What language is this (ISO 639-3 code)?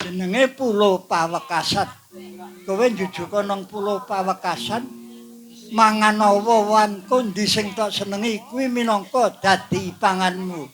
jav